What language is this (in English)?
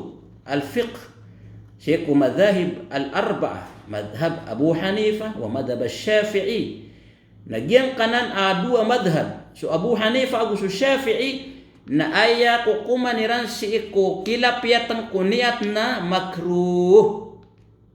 Maranao